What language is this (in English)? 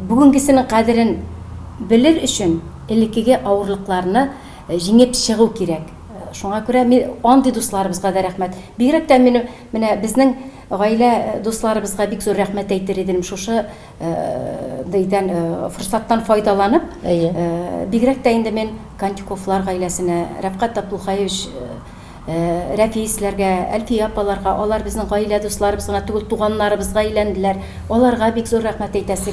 Tatar